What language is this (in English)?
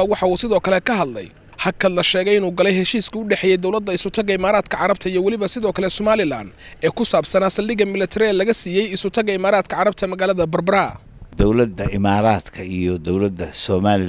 Somali